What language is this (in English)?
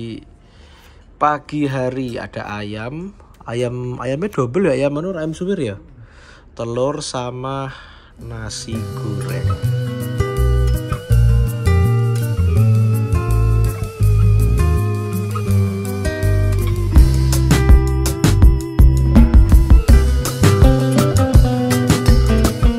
Indonesian